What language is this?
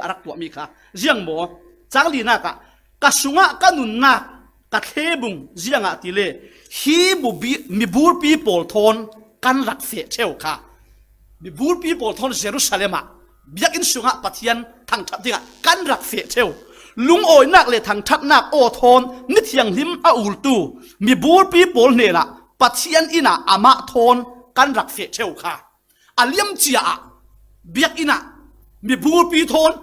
Falam Chin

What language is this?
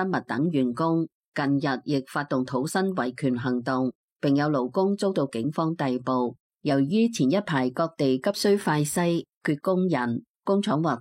Cantonese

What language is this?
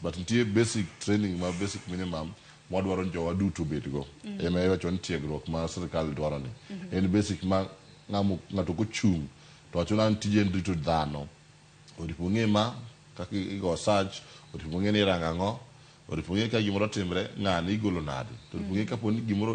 Luo (Kenya and Tanzania)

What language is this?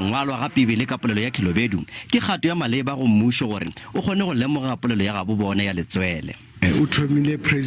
Northern Sotho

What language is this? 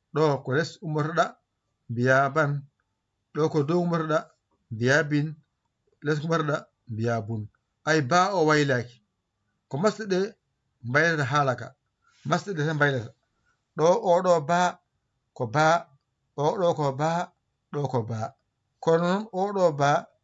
Fula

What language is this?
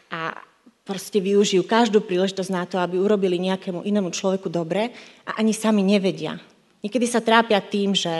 Slovak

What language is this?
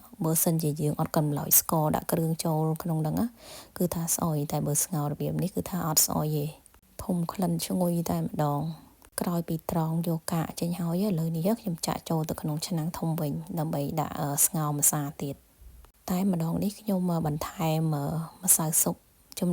Khmer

